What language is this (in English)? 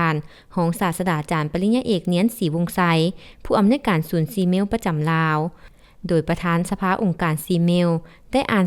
Lao